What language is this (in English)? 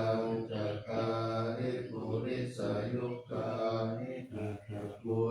Pali